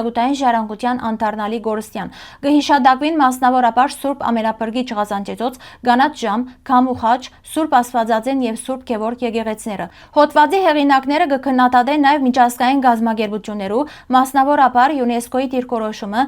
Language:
Western Armenian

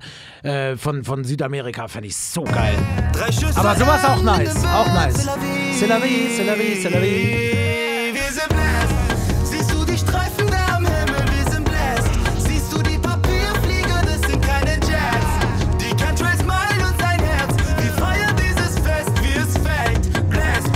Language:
German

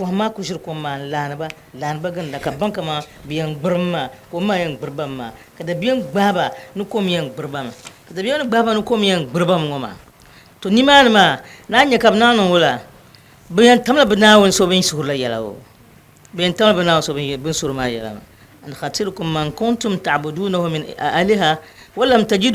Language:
Dagbani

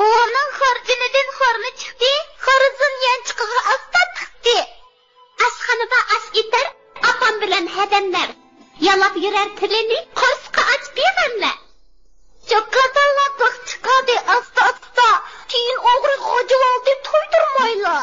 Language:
Uyghur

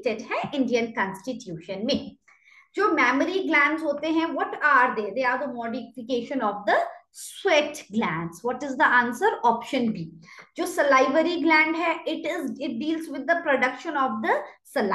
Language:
Hindi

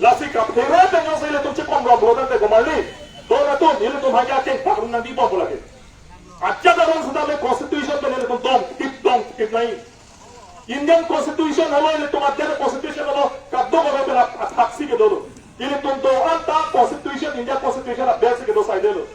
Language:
Karbi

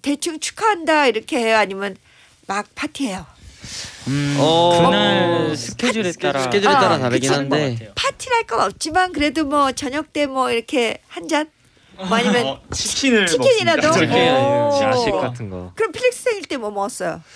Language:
Korean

